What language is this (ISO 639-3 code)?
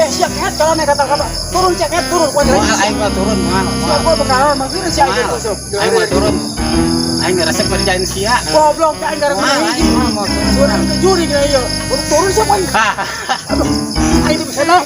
sun